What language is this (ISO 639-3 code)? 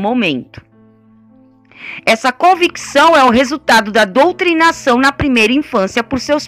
por